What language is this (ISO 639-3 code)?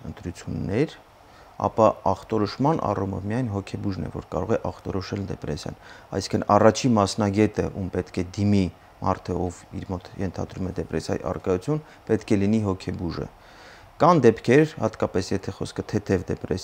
hye